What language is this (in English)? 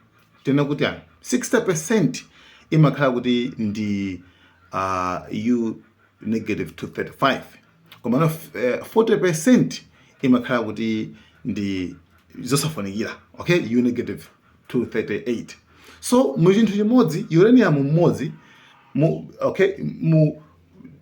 Nyanja